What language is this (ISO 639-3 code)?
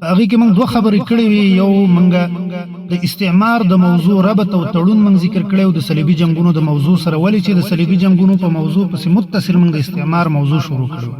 pus